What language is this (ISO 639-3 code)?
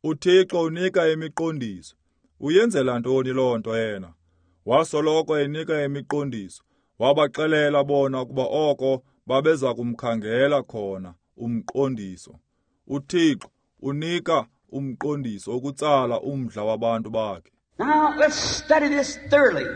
xho